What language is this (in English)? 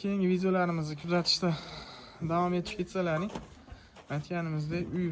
Uzbek